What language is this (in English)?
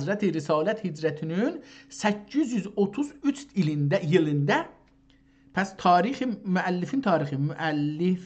South Azerbaijani